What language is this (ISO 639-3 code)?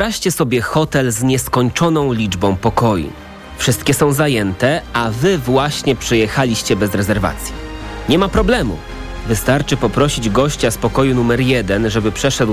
pol